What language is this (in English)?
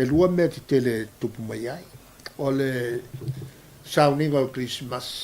Samoan